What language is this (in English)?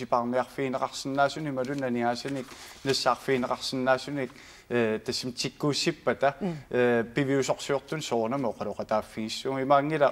Kalaallisut